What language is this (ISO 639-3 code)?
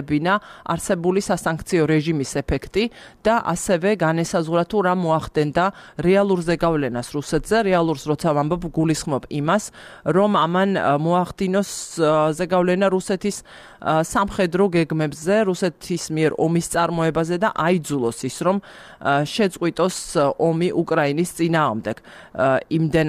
kat